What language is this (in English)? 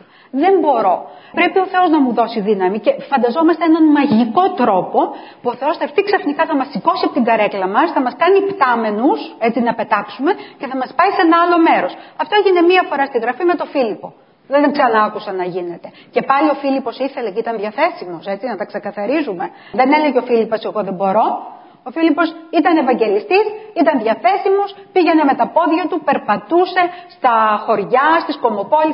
Greek